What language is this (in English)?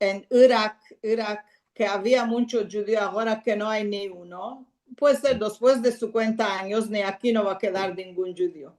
Ladino